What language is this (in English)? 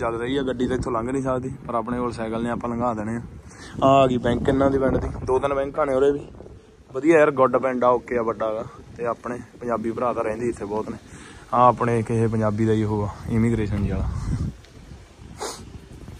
Punjabi